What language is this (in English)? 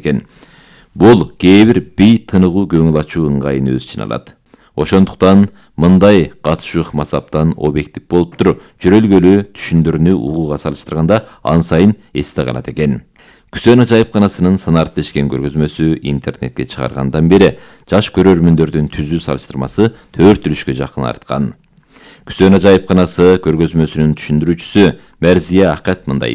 Kyrgyz